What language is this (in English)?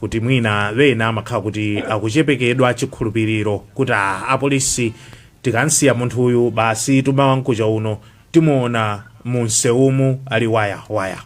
Nyanja